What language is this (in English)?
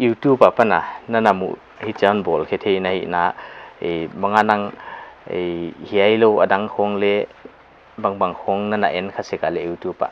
Paite Chin